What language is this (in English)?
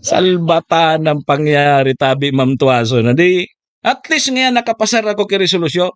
Bikol